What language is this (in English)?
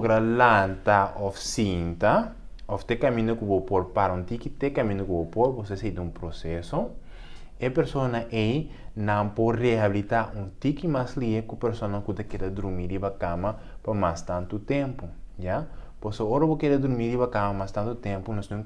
Papiamento